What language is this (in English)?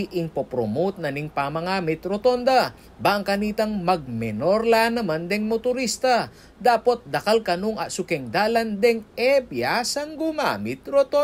Pampanga